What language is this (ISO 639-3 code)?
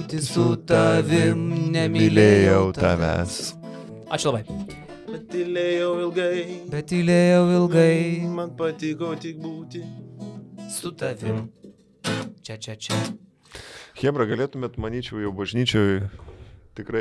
lit